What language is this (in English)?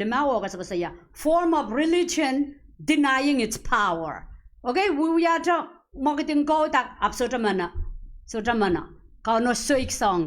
Pohnpeian